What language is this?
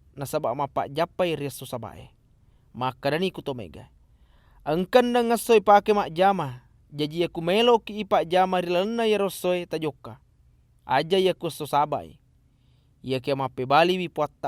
Buginese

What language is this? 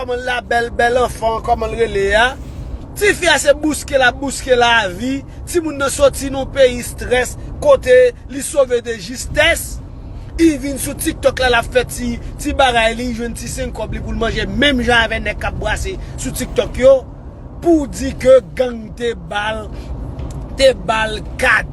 Haitian Creole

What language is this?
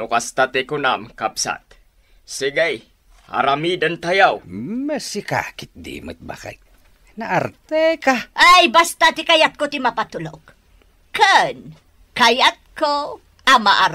Iloko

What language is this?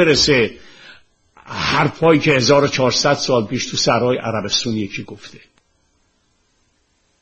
Persian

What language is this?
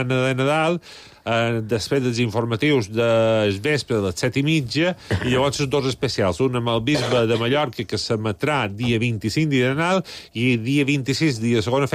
Catalan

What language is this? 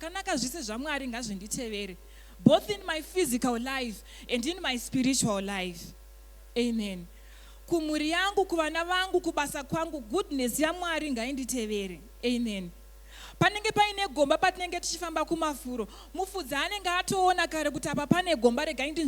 Shona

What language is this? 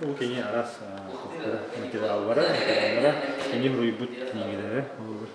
Yakut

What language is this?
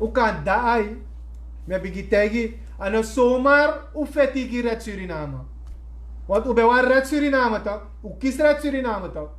Sranan Tongo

